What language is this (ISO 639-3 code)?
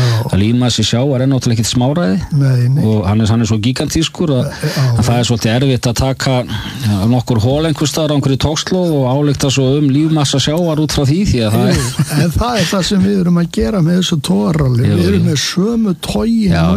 isl